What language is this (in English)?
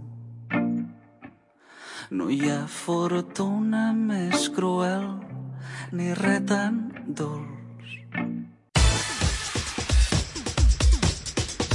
Catalan